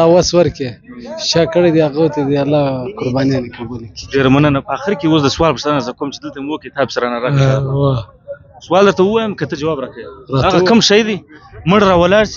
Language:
Pashto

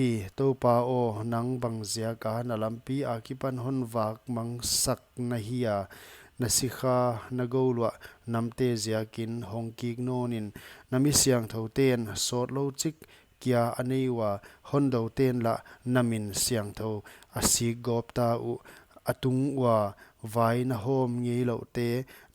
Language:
Paite Chin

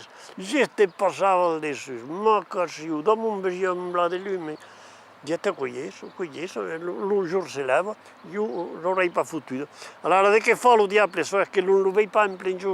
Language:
Occitan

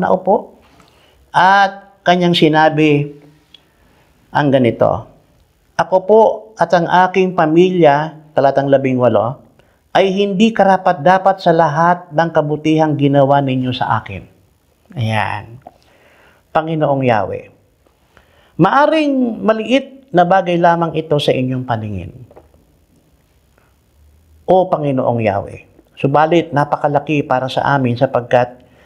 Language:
Filipino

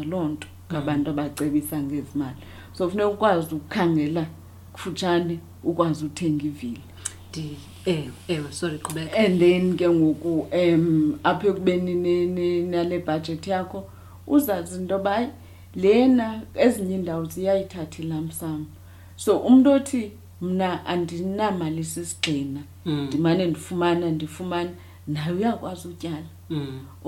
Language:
Xhosa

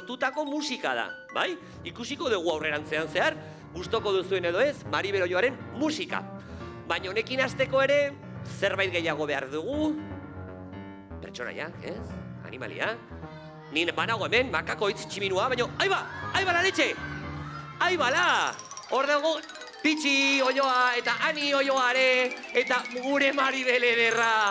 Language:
Basque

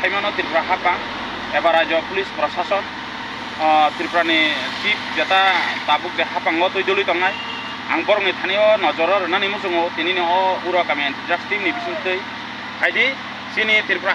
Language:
Kok Borok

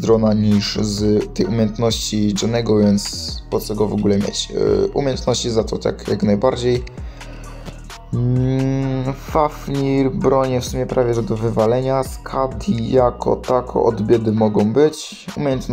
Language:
Polish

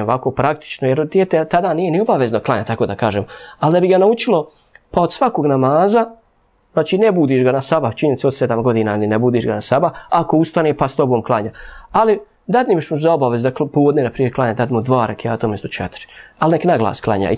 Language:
Bosnian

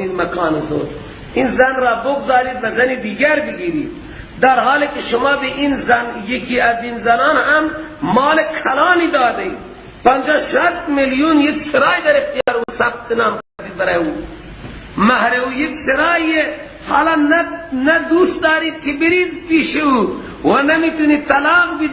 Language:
Persian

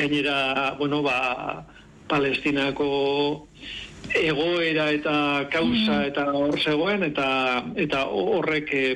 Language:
Basque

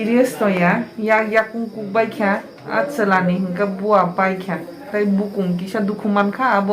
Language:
Kok Borok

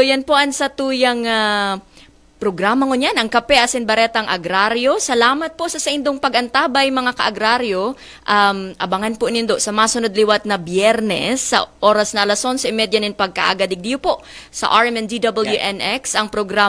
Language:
Bikol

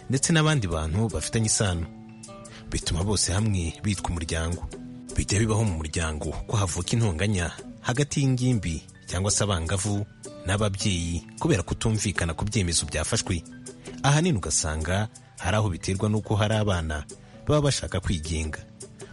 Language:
Kinyarwanda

